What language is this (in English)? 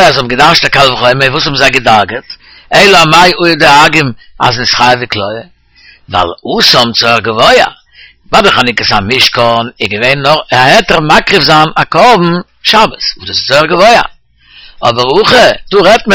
Yiddish